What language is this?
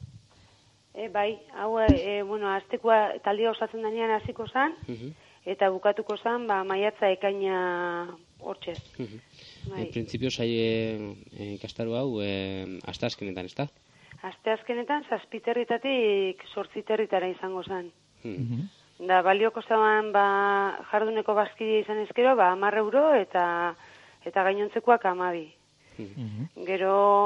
Basque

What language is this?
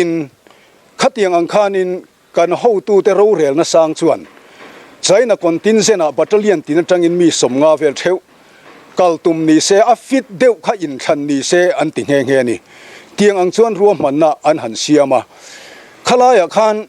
Mizo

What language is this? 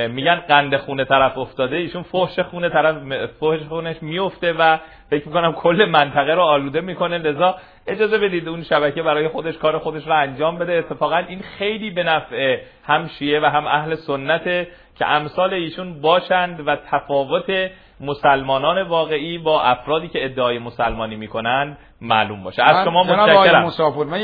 Persian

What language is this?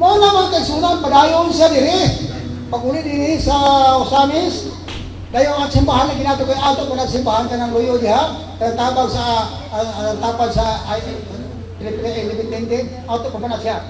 Cebuano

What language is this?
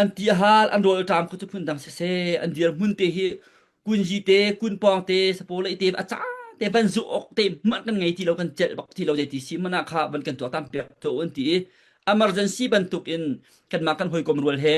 Falam Chin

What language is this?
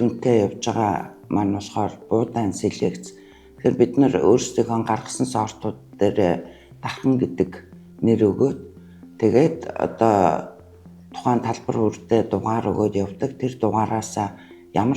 Mongolian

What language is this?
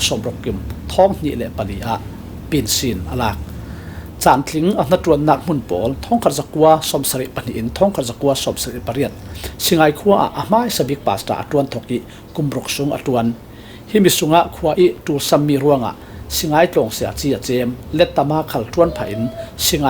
Falam Chin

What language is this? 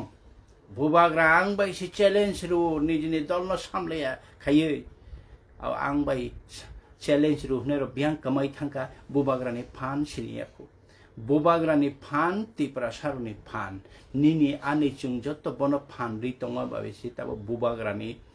Kok Borok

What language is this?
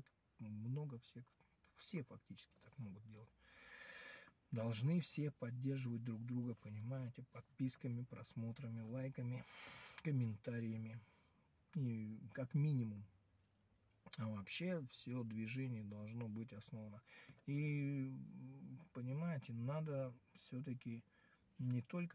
Russian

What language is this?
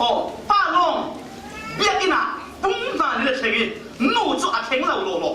Falam Chin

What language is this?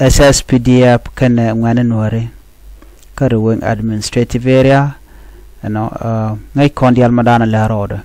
Nuer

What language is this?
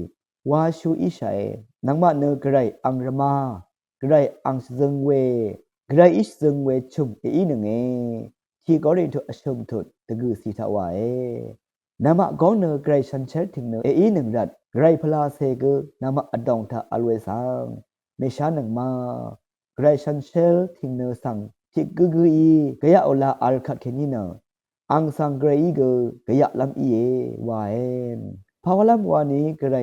Rawang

